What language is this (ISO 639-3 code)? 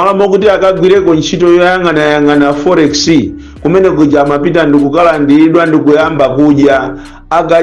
nya